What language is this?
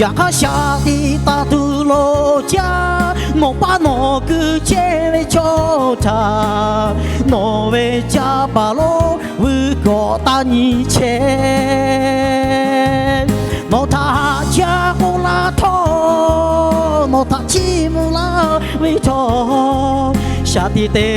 Lahu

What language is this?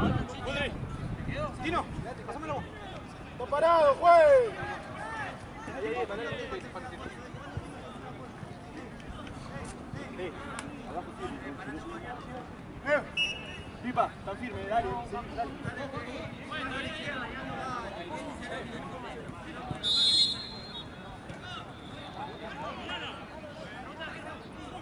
Spanish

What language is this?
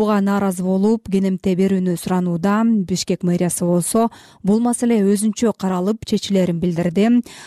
Kyrgyz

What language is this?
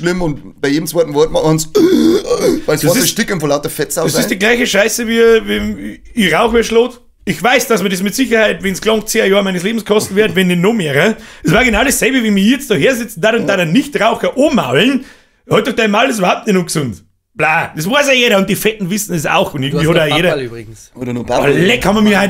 Bavarian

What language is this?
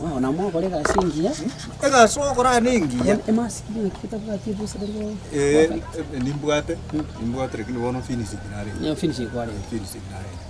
Gusii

